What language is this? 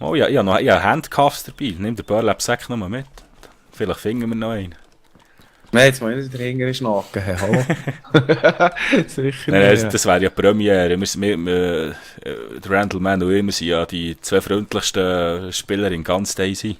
Swiss German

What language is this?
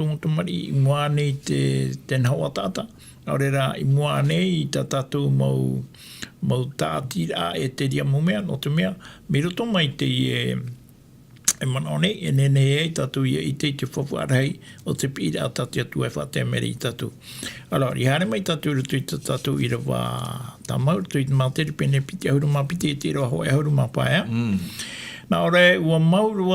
Tahitian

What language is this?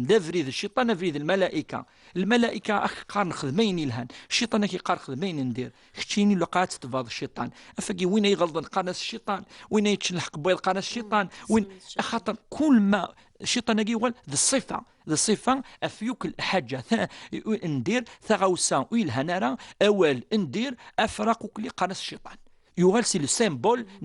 Kabyle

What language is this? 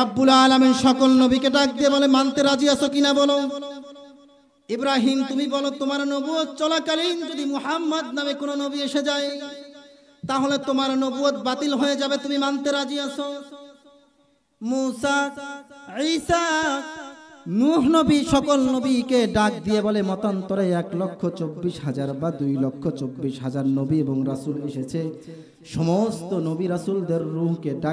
Bangla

